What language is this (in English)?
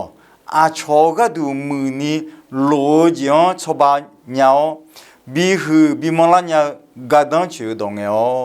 Akha